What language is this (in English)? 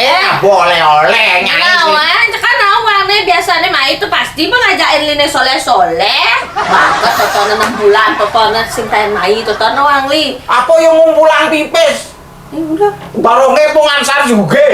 Balinese